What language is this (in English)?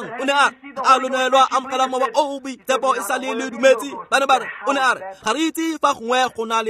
Tswana